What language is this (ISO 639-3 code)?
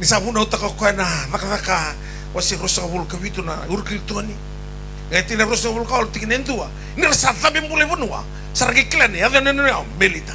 fij